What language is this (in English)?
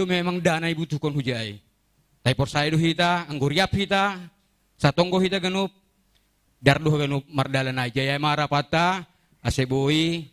Batak Simalungun